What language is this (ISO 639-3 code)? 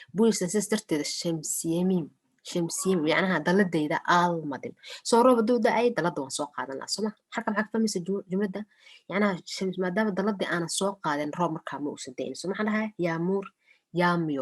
som